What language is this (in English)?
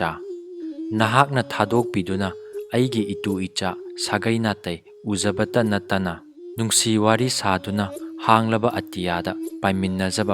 Manipuri